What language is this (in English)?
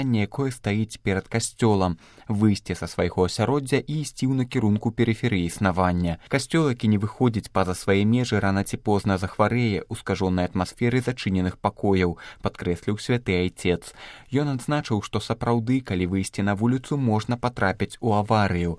Belarusian